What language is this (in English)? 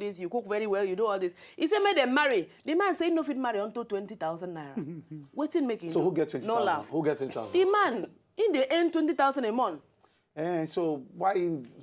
Nigerian Pidgin